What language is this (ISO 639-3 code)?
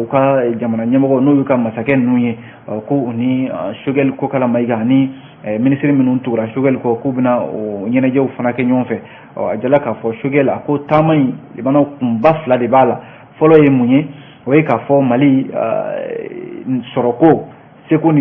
bam